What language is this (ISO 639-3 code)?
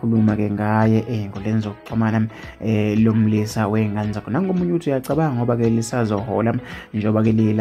zul